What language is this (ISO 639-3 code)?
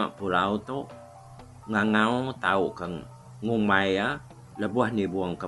iba